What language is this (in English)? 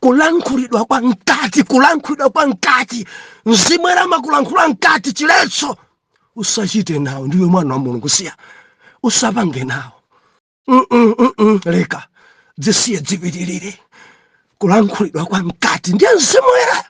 Nyanja